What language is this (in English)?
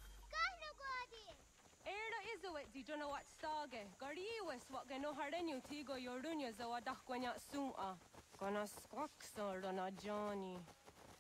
English